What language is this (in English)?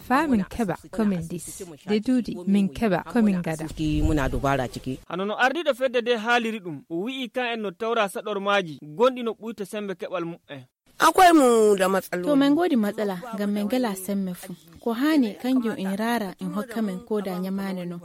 Fula